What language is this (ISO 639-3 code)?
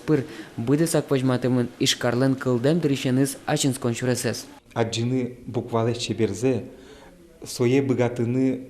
udm